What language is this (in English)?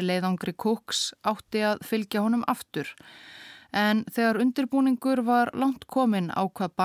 Icelandic